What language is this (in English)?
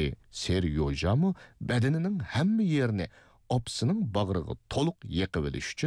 Uyghur